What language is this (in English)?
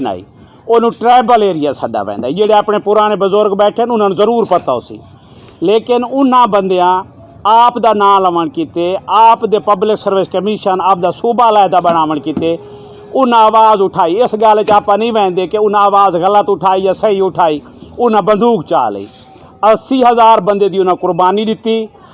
Saraiki